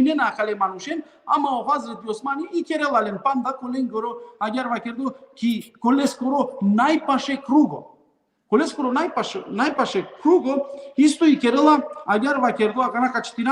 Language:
Balkan Romani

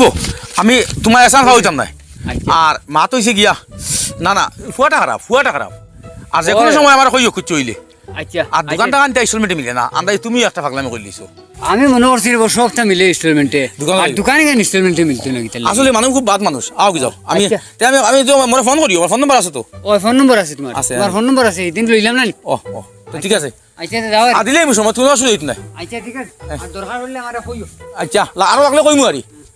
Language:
Sylheti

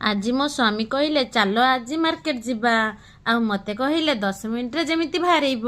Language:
Odia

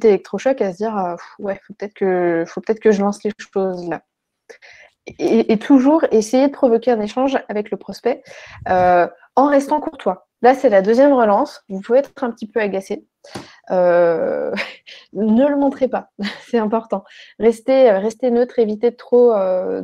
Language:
French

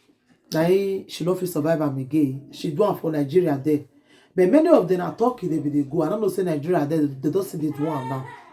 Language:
Nigerian Pidgin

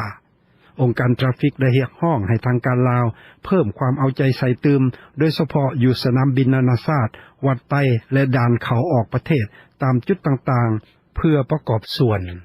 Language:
Lao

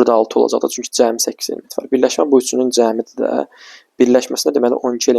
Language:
Azerbaijani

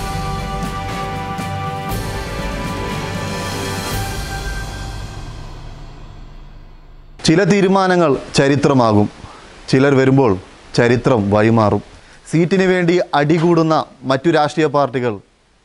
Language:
Malayalam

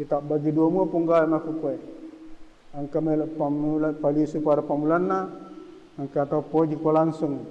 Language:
Buginese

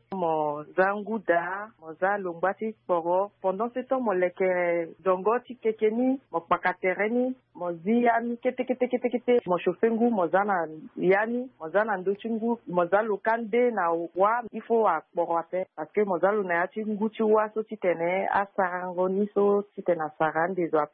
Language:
Sango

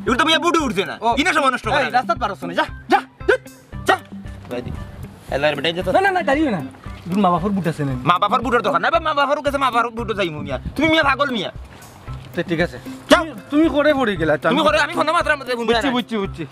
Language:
Sylheti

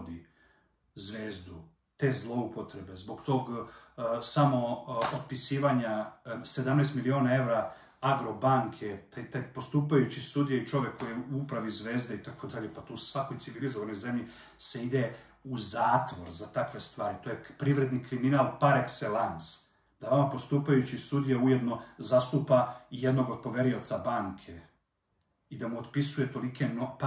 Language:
Serbian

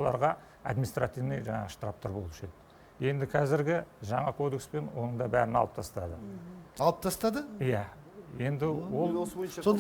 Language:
Kazakh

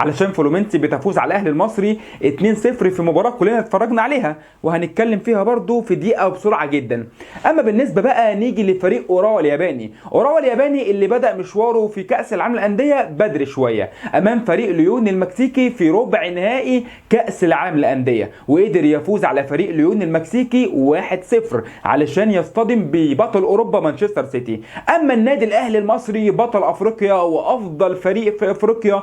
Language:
Egyptian Arabic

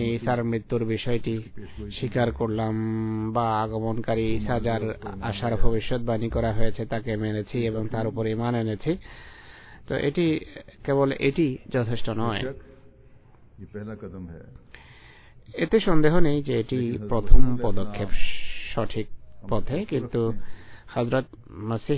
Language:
Bangla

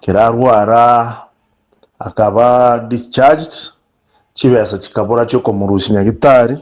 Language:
Gusii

